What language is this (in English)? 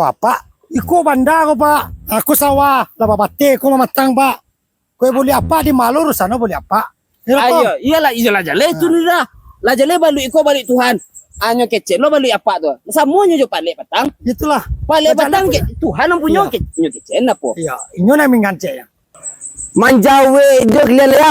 Minangkabau